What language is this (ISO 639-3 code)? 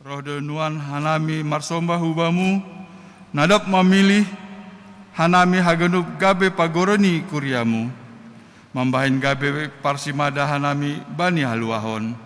bts